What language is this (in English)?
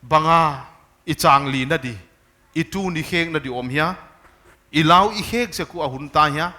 Paite Chin